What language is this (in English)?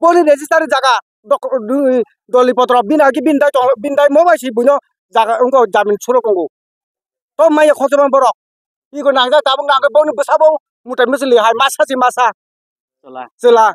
Kok Borok